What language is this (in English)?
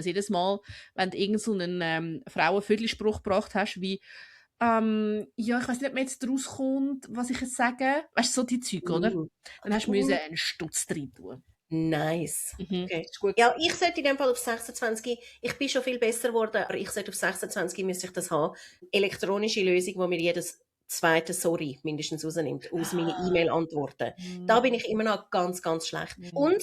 Swiss German